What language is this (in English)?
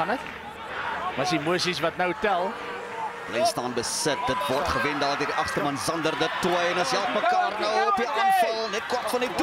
Afrikaans